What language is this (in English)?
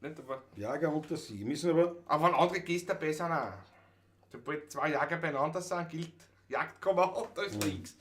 Bavarian